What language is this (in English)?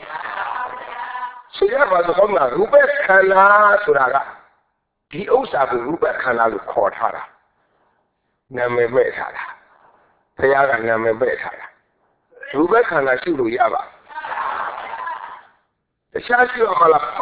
Burmese